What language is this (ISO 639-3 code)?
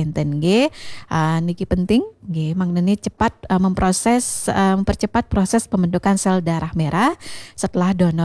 ban